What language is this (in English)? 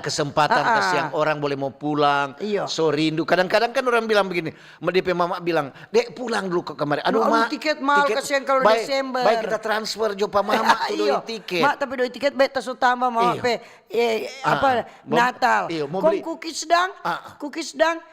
Manado Malay